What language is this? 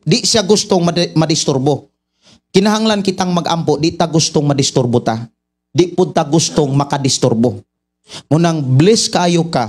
Cebuano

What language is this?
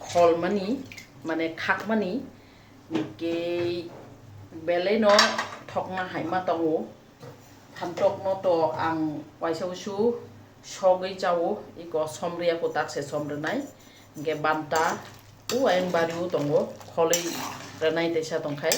Kok Borok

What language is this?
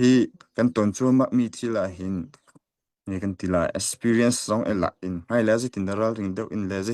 Hakha Chin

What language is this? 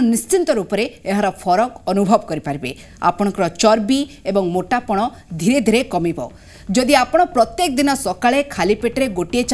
Odia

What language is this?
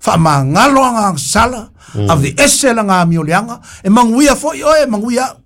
Samoan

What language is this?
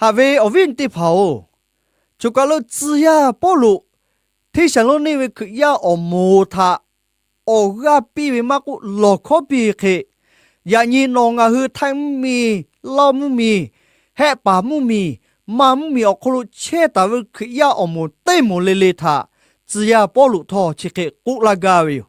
Lahu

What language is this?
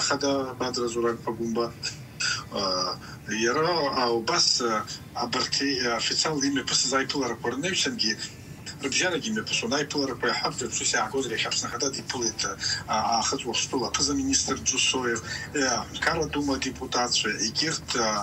Abkhazian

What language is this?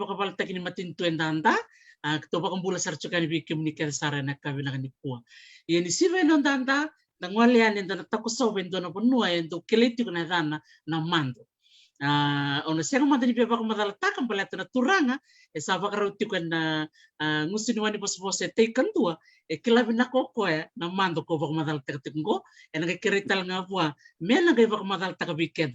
Fijian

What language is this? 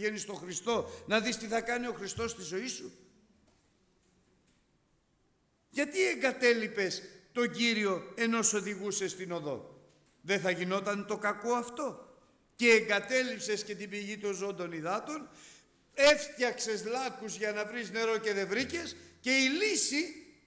Greek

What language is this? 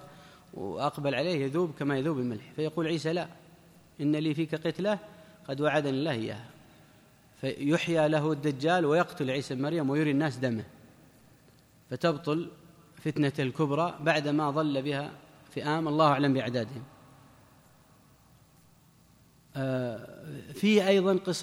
Arabic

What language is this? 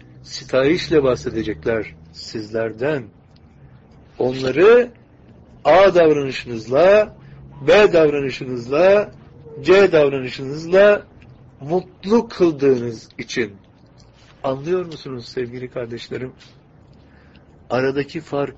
Turkish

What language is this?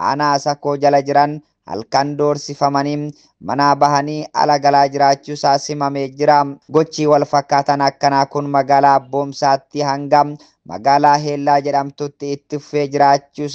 Oromo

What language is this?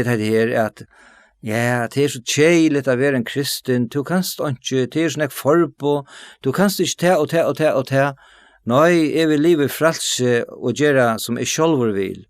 Faroese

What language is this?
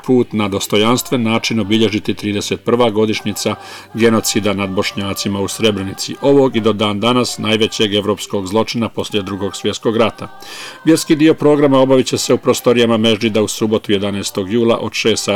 Bosnian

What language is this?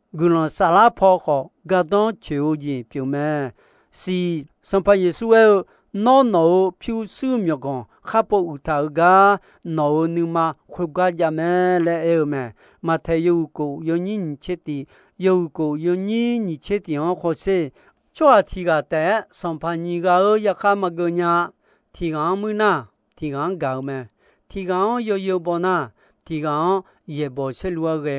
Akha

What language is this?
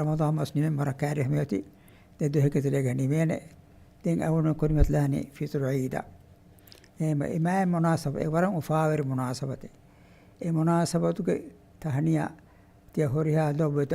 Divehi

